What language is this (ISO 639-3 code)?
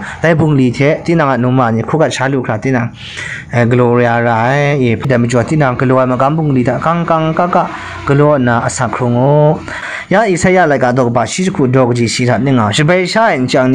kac